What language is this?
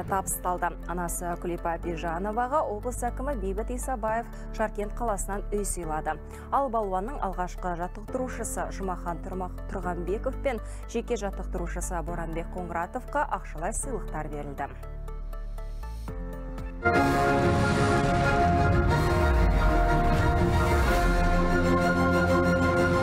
Kazakh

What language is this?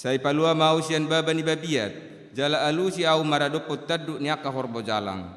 Batak Toba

